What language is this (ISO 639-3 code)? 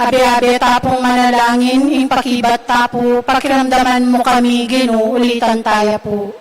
pam